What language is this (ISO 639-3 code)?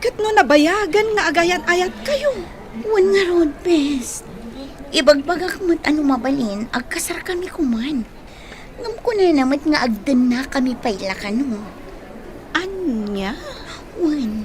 ilo